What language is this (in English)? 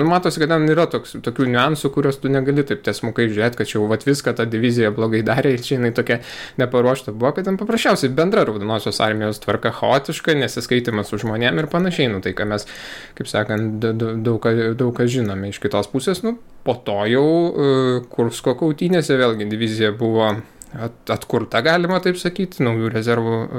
Lithuanian